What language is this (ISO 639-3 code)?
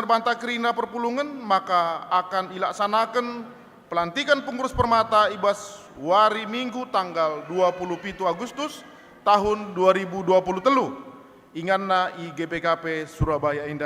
btx